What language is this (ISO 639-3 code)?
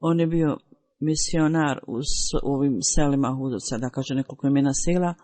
bos